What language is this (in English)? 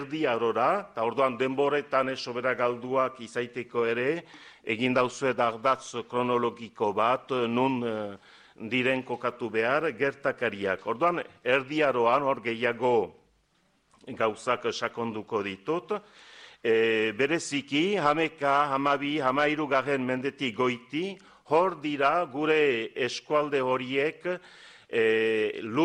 Basque